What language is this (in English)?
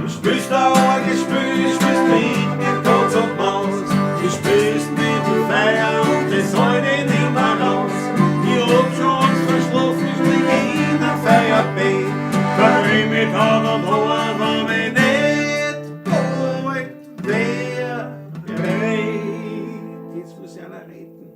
Bavarian